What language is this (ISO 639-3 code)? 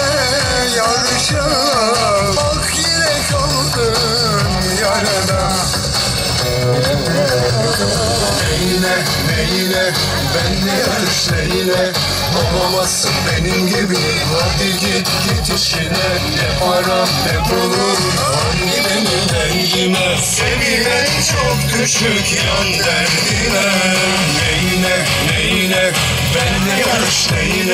tur